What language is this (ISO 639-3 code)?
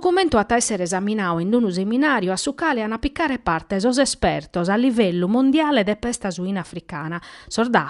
srd